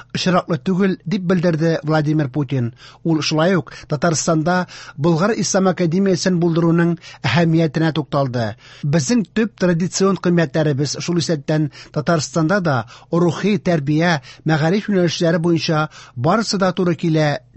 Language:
Tatar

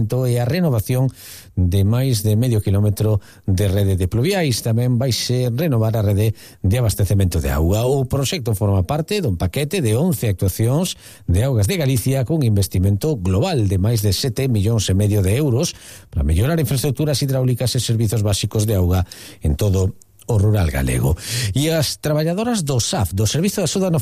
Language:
Galician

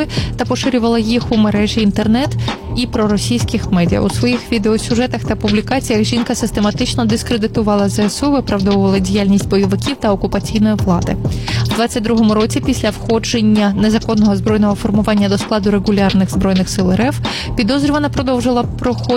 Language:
Ukrainian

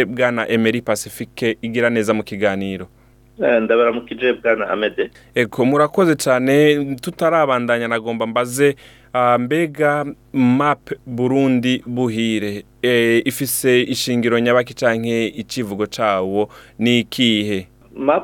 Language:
Rundi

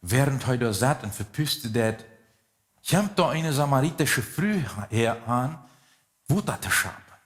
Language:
Plautdietsch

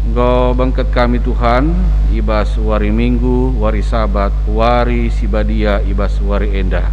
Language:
Batak Karo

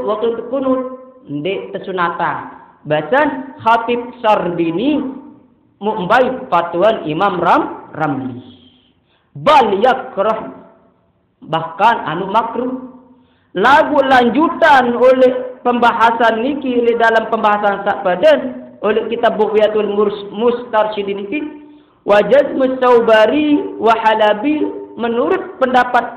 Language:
Sasak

